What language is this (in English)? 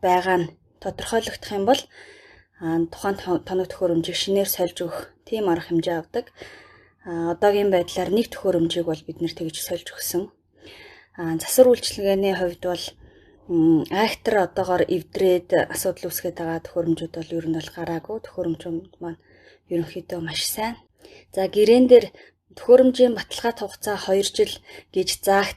Mongolian